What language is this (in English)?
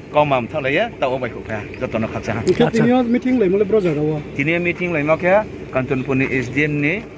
Riang (India)